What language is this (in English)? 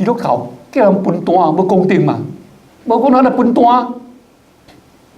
Min Nan Chinese